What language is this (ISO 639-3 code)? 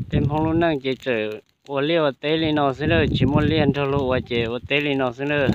hmn